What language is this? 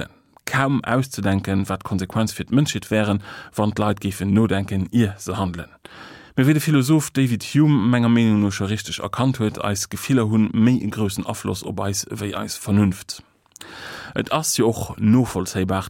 Luxembourgish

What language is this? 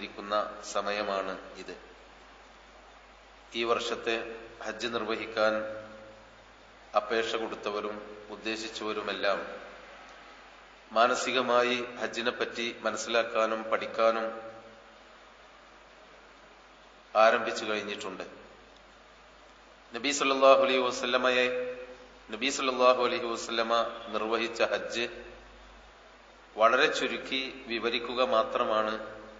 Malayalam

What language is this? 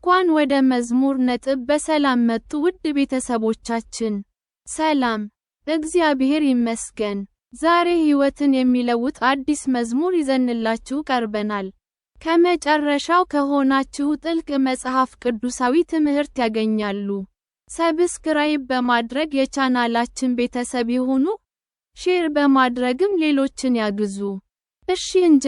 Amharic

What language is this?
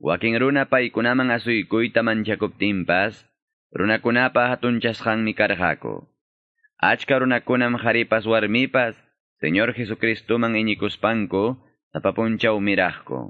Quechua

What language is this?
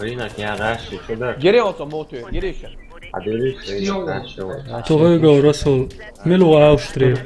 Chechen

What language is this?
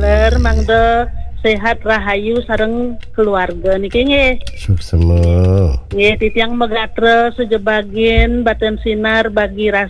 Balinese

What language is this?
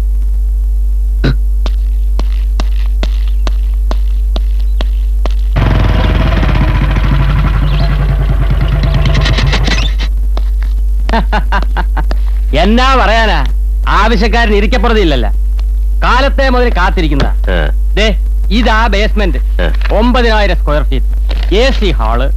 Malayalam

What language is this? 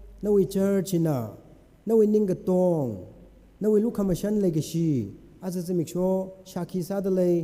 Tangkhul Naga (India)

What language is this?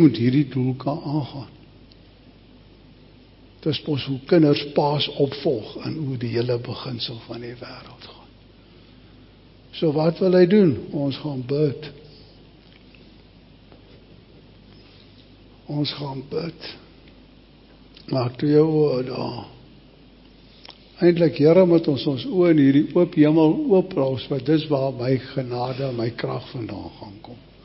Afrikaans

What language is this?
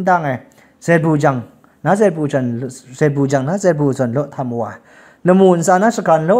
Kachin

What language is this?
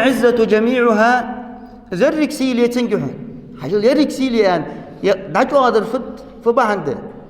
Ingush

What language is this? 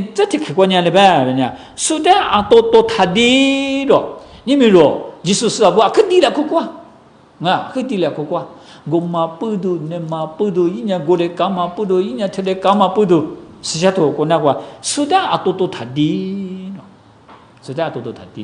Lisu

